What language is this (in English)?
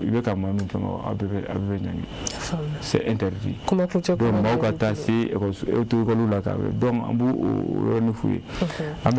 Bambara